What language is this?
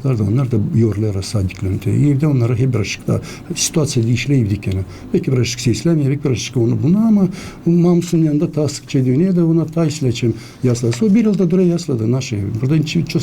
Gagauz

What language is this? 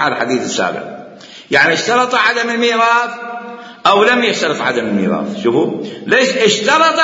Mesopotamian Arabic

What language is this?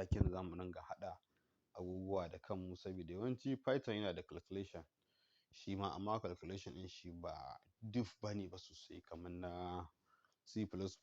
Hausa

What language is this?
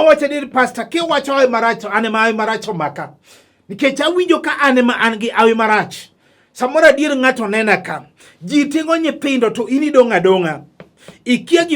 Luo (Kenya and Tanzania)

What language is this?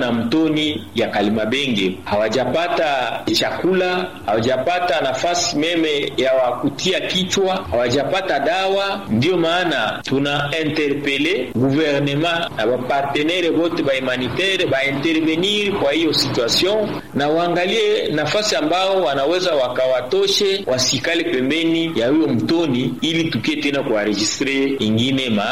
Swahili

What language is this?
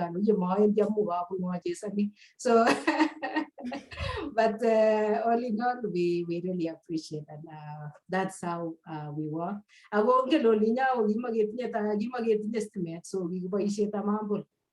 Kalenjin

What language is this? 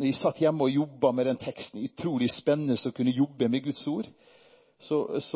Norwegian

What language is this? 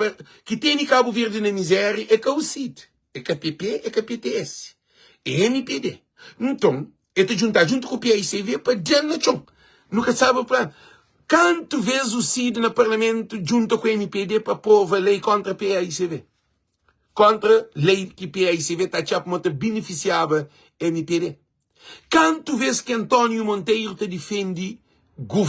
Kabuverdianu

